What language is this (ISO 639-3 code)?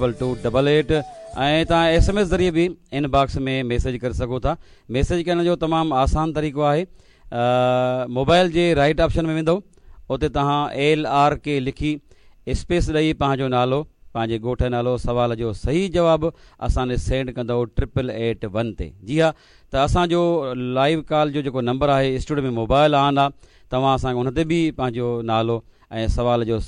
snd